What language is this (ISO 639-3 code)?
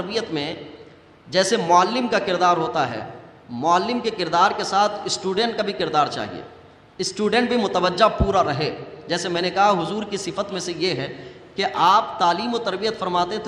urd